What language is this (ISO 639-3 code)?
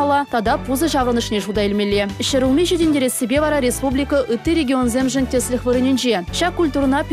chv